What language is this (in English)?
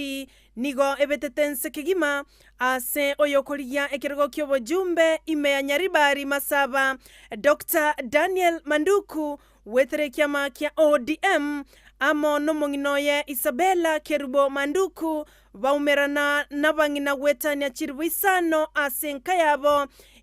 Gusii